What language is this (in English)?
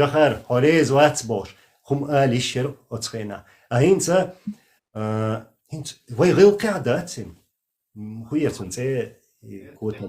Chechen